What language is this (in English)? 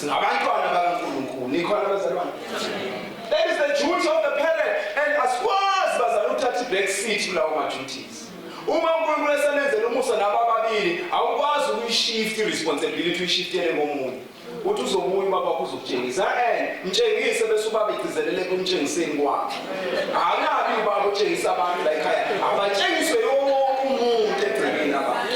Zulu